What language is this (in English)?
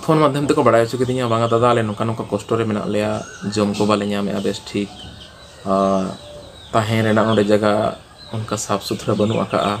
Santali